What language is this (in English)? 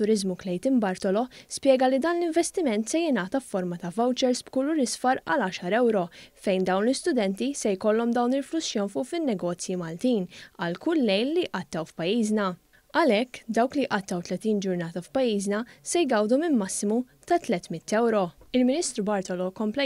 Maltese